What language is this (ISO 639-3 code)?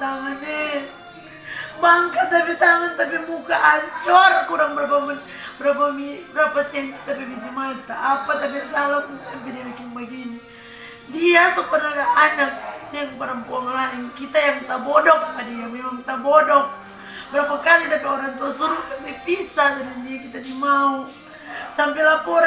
xmm